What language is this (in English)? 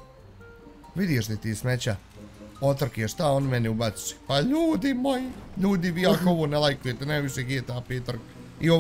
Bosnian